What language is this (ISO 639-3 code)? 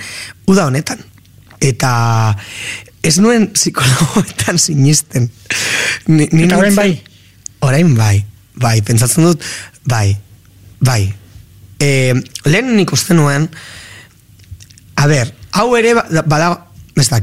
eus